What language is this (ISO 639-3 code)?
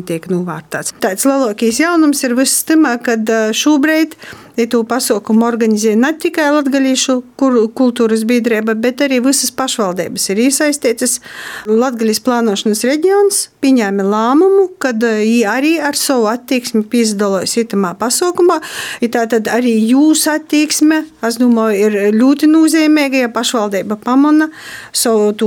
lav